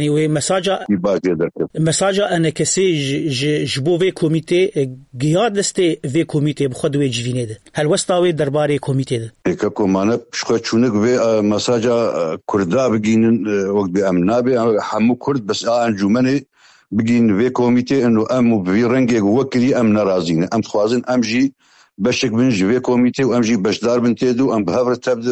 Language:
Kurdish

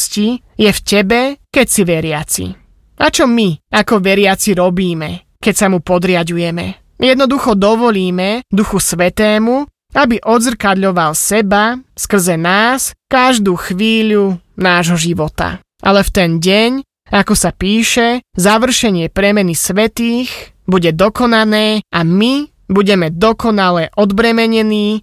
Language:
Slovak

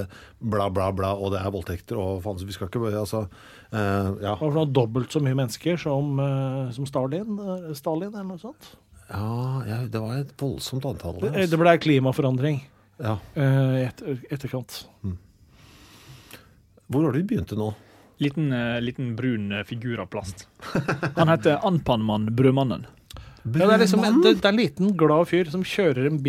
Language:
Norwegian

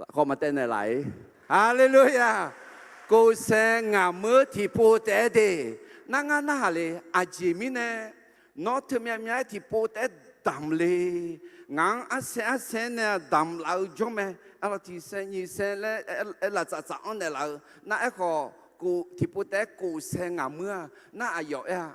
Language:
Akha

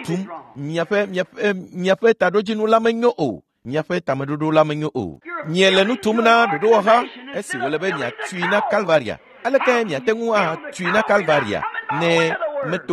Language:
Ewe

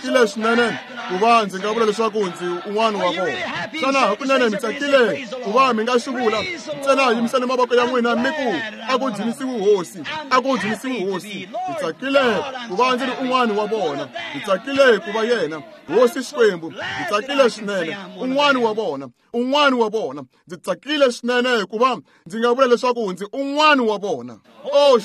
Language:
Tsonga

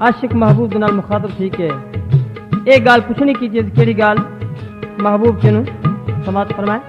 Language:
Saraiki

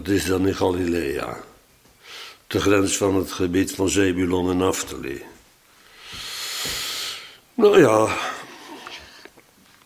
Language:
Dutch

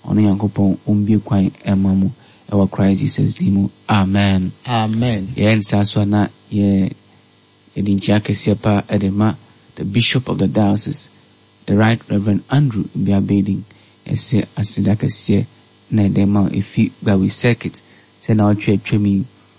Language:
Akan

